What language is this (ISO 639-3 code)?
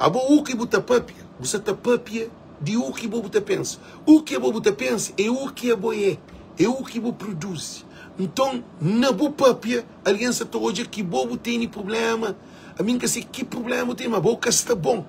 kea